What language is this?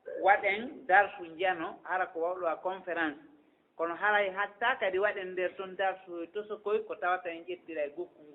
Fula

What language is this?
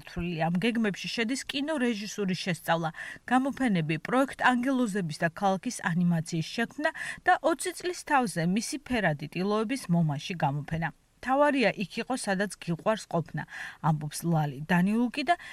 Georgian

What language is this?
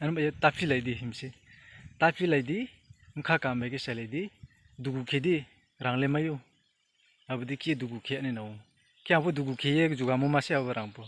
Riang (India)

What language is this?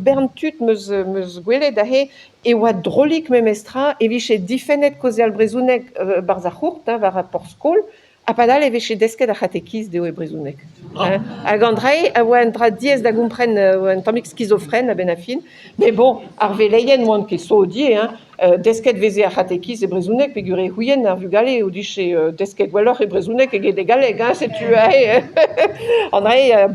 Breton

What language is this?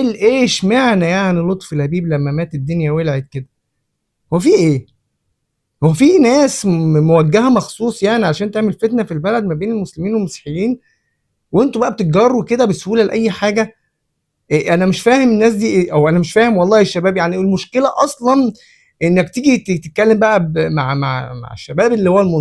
Egyptian Arabic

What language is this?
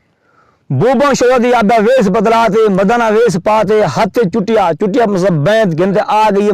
Saraiki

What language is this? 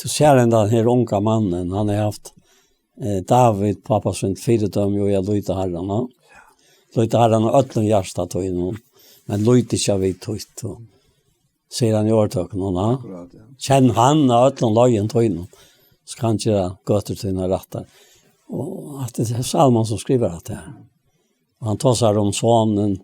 Faroese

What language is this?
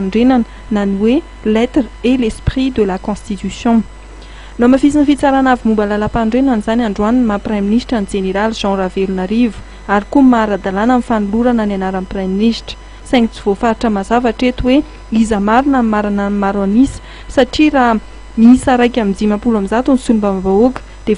Malagasy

